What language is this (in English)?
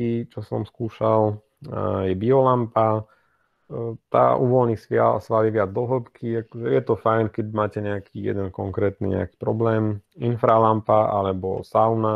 Slovak